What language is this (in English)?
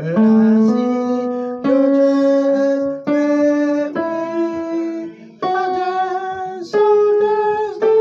Haitian Creole